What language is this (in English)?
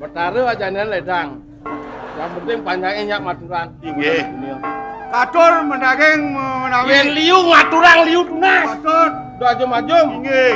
Balinese